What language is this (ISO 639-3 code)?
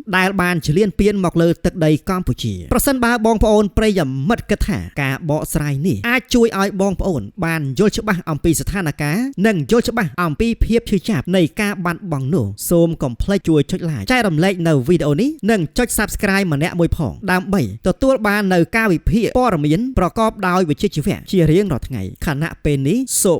khm